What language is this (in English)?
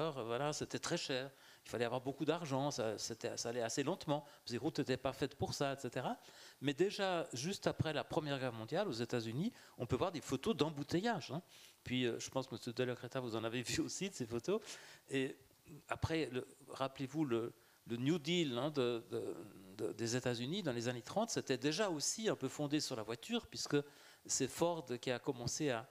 French